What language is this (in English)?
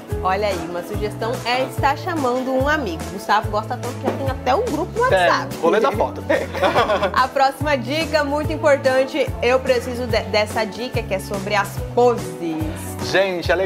Portuguese